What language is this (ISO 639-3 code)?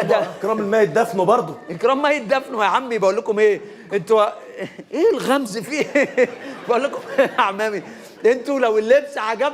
arz